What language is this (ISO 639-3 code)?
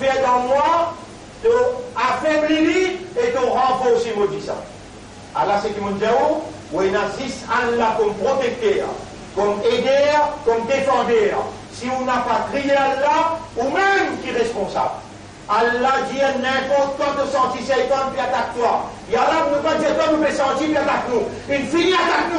mfe